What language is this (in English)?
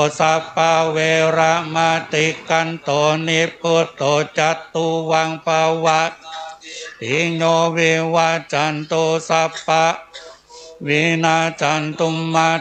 Pali